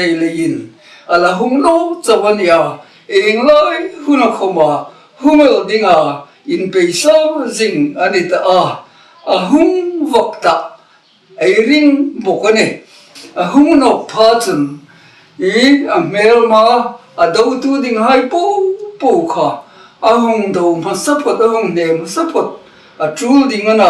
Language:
Hmar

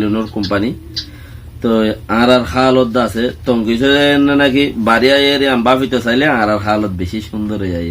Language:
Rohingya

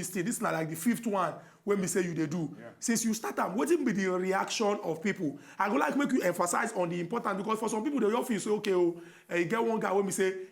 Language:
Nigerian Pidgin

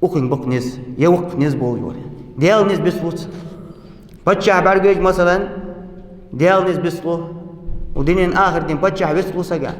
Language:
Ingush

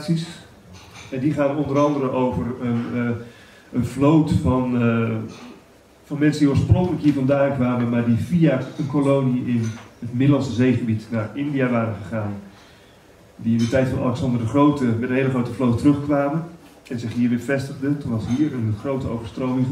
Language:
Dutch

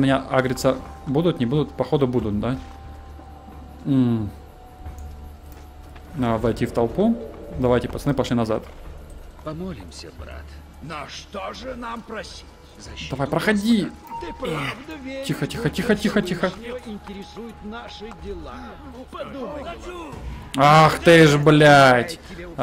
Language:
Russian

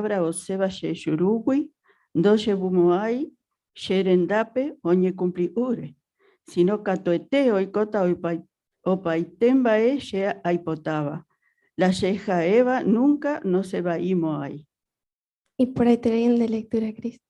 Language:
Guarani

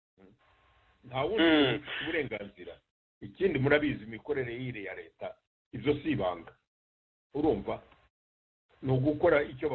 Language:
Kinyarwanda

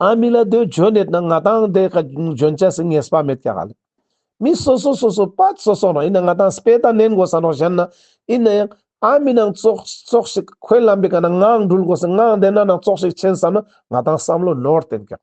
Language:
Ladakhi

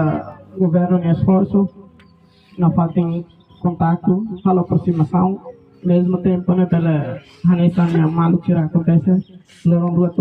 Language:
Tetum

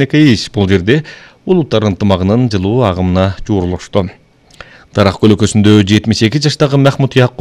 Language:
Kyrgyz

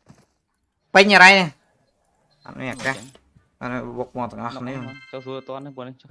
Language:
Vietnamese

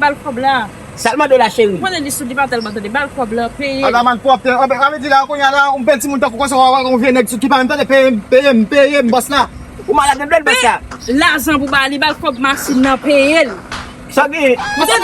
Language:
Haitian Creole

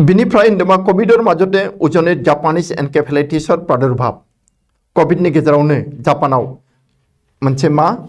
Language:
Bodo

